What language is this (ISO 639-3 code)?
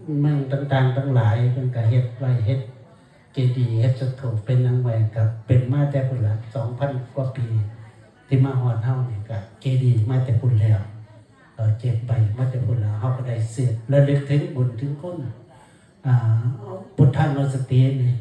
tts